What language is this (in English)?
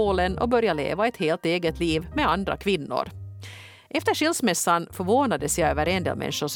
Swedish